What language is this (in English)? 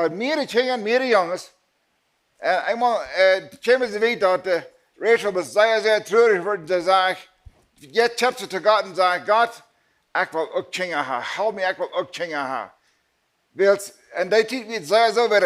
Plautdietsch